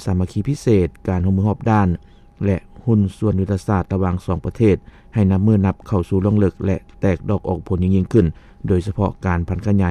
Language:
Lao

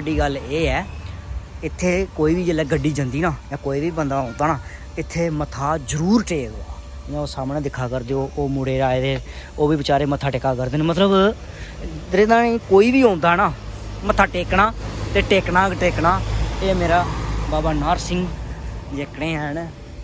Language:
Dogri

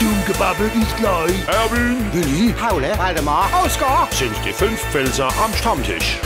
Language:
Palatine German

